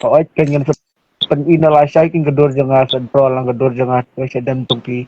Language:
Khasi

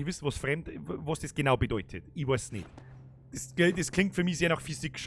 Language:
Bavarian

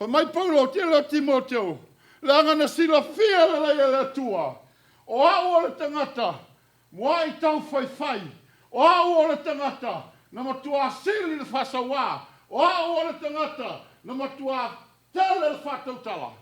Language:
Samoan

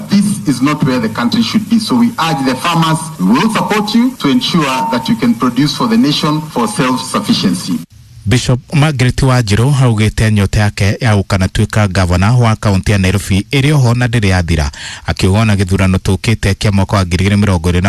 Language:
Kikuyu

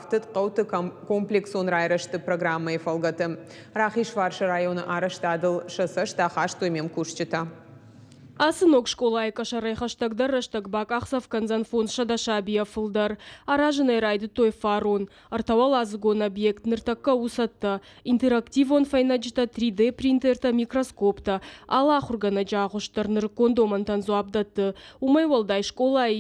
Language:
Ossetic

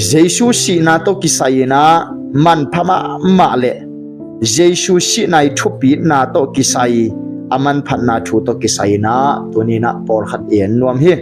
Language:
Tedim Chin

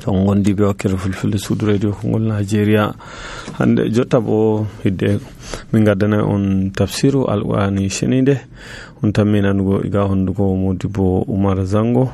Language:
Nigerian Fulfulde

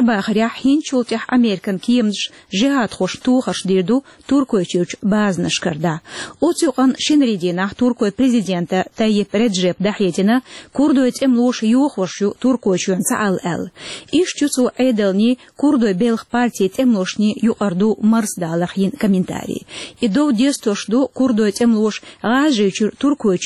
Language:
Chechen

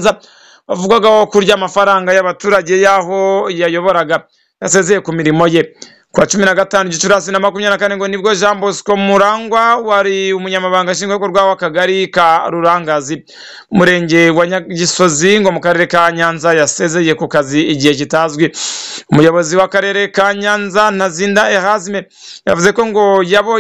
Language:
Kinyarwanda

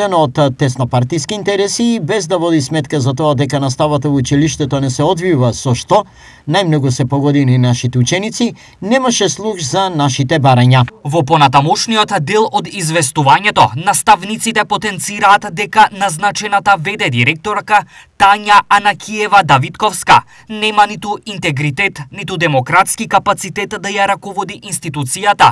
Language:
Macedonian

